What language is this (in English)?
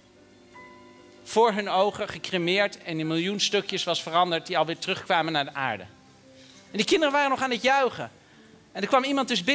Dutch